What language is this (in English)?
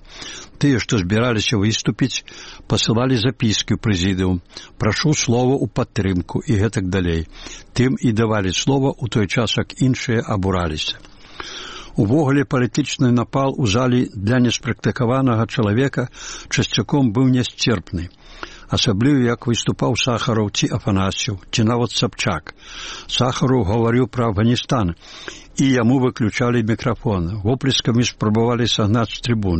Belarusian